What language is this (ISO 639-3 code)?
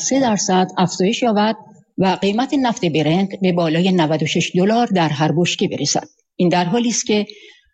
fas